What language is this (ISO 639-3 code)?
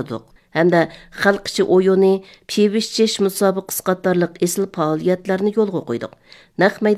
uig